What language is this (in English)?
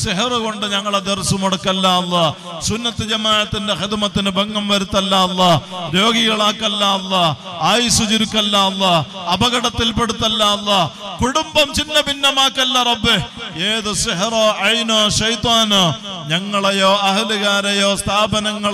Malayalam